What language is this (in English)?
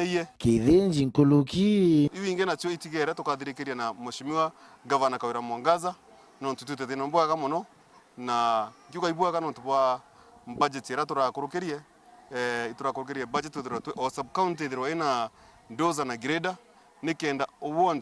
Meru